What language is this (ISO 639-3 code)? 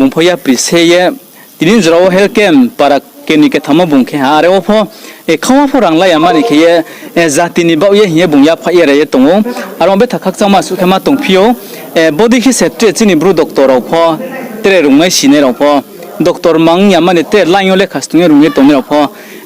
ria